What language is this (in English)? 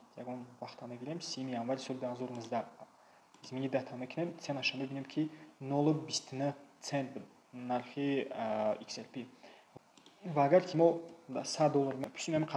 Tajik